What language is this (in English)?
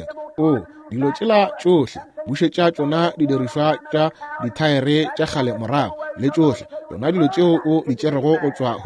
Northern Sotho